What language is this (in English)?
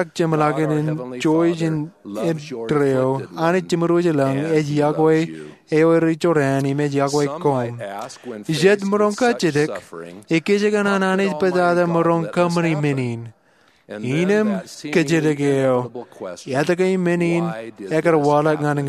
Marshallese